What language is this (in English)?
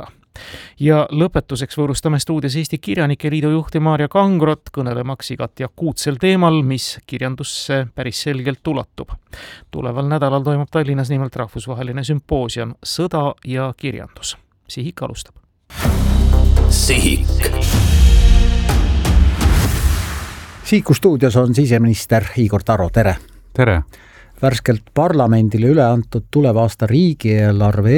Estonian